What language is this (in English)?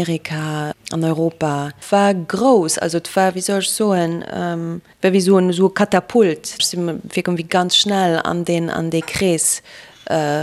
Luxembourgish